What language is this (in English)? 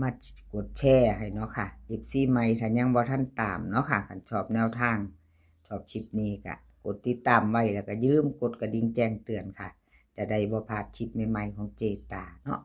Northeastern Thai